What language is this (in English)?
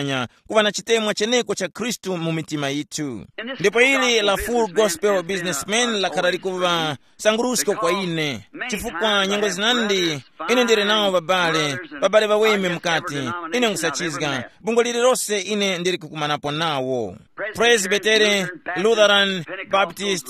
Tumbuka